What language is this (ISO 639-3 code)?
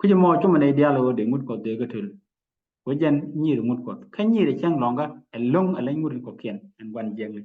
nus